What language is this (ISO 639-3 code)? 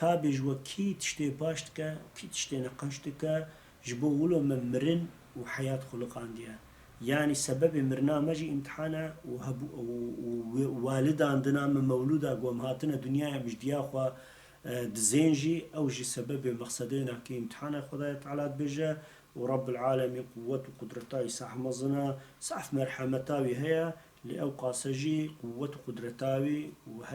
kur